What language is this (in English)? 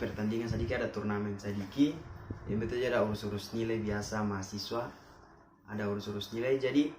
Ambonese Malay